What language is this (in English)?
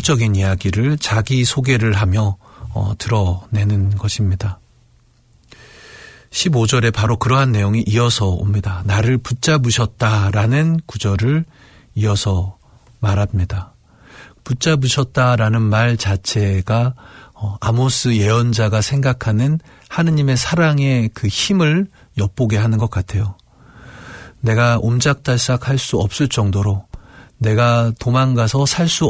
Korean